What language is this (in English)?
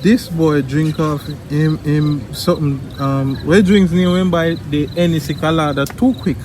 Jamaican Creole English